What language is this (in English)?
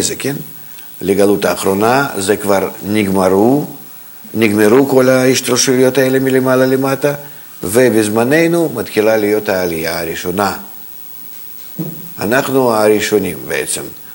Hebrew